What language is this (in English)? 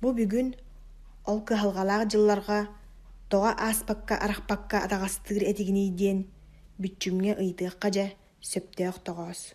Yakut